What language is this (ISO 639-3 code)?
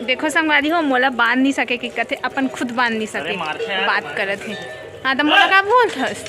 hne